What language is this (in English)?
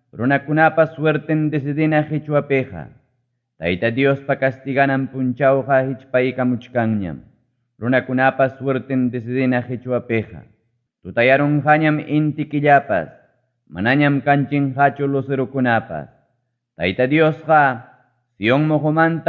Ayacucho Quechua